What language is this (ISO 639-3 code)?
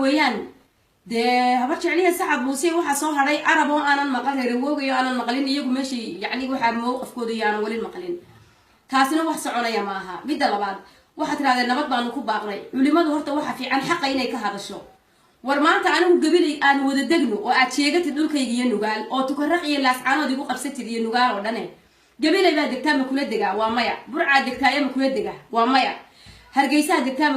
som